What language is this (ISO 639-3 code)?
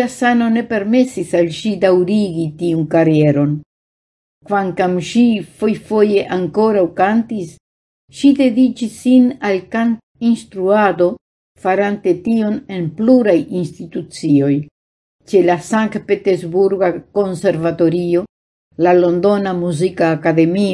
epo